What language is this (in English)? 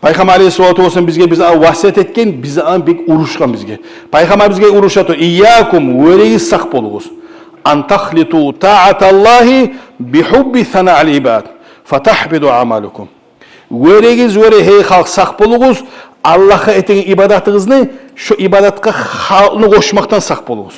Kumyk